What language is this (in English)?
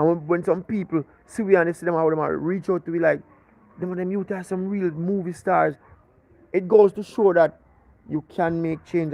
Jamaican Creole English